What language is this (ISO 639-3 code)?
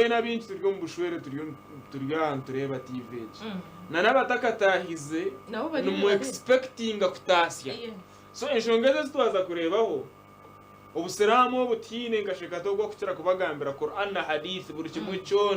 nyn